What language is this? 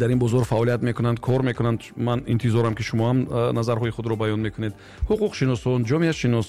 Tajik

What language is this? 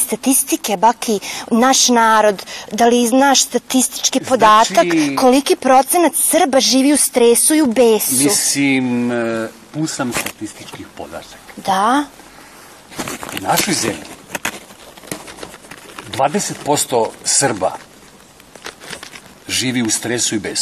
Serbian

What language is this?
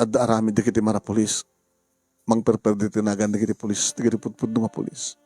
Iloko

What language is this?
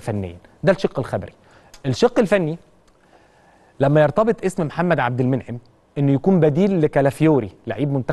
Egyptian Arabic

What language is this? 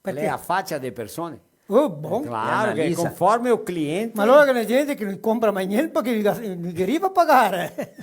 Venetian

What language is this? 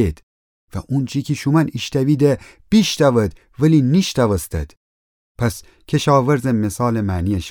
Gilaki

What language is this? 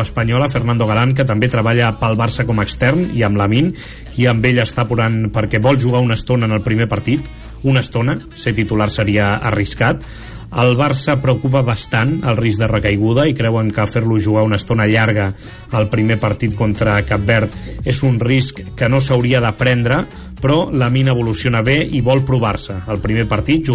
Catalan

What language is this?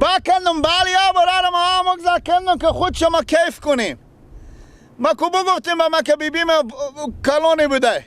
Persian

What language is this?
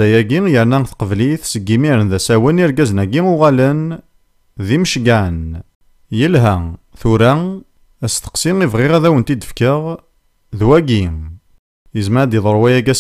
Kabyle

